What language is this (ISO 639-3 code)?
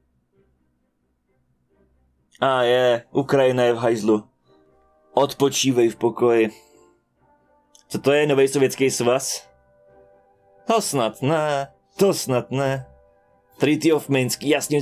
ces